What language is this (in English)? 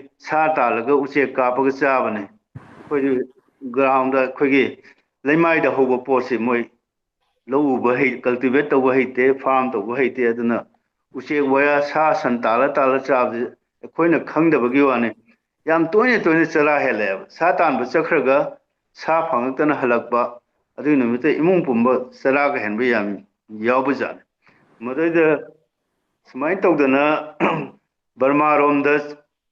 Manipuri